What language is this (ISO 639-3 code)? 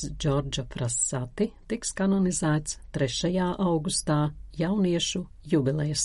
lav